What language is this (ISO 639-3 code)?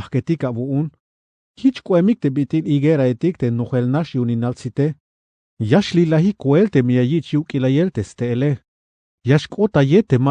tzh